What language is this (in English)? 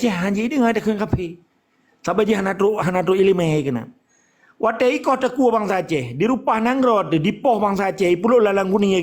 Achinese